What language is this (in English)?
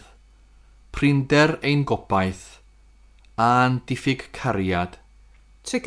Welsh